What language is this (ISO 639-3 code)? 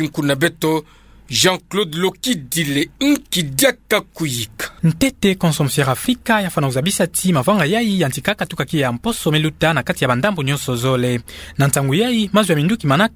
ktu